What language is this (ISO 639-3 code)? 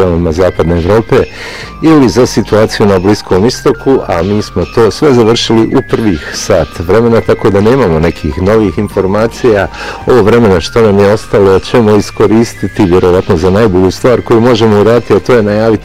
bos